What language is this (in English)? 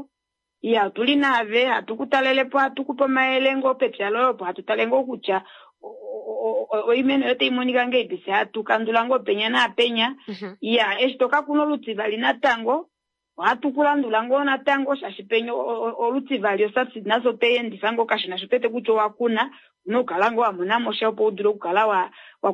Kuanyama